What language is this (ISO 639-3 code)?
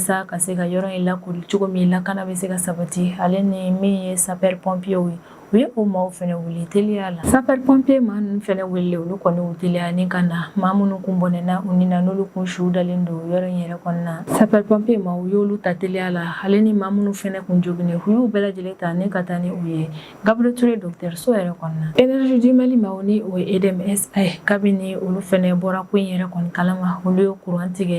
bam